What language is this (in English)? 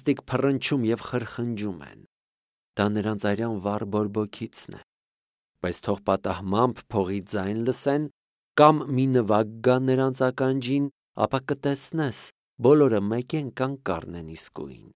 Armenian